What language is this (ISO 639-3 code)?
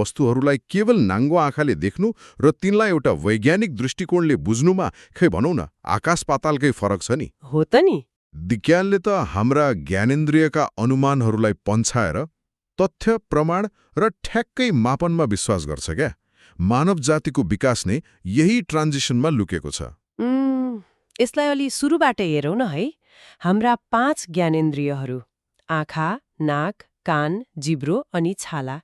nep